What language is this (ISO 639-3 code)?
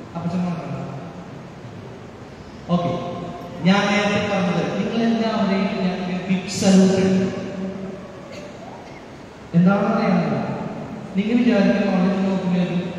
mal